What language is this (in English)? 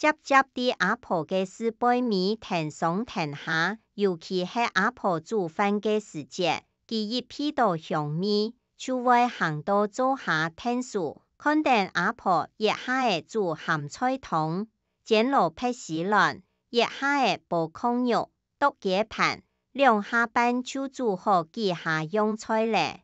Hakka Chinese